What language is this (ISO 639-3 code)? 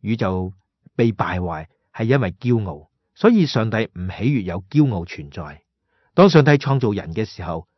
yue